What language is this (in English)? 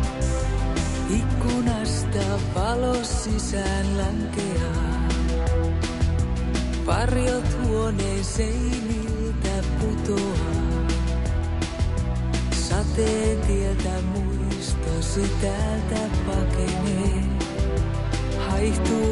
Finnish